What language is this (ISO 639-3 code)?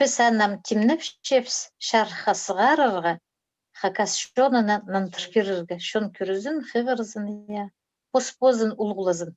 kjh